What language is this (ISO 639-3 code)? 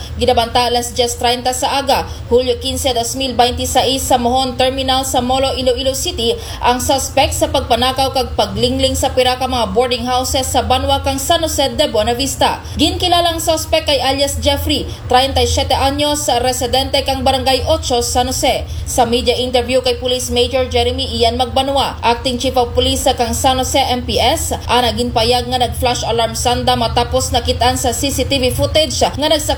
akl